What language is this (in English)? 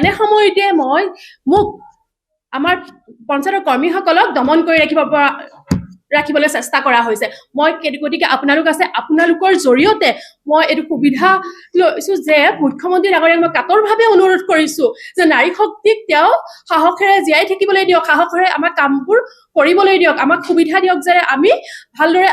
Assamese